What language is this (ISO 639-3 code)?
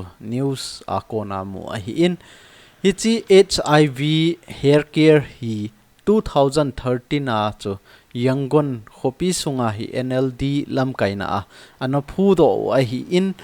tcz